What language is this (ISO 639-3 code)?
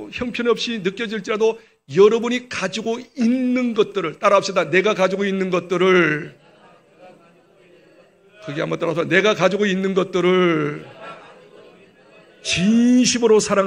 kor